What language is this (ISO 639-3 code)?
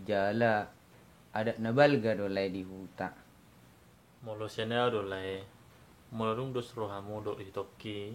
bbc